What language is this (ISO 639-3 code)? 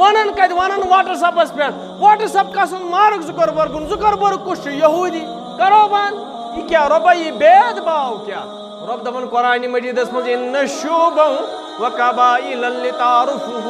kas